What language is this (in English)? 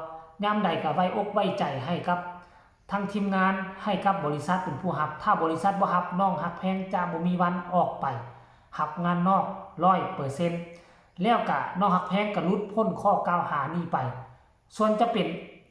Northeastern Thai